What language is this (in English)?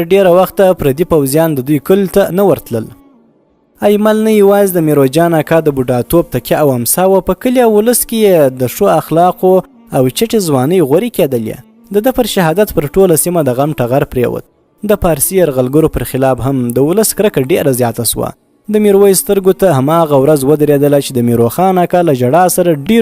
Pashto